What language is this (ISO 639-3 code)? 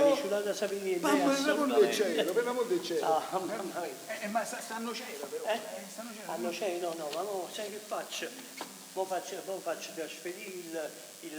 nap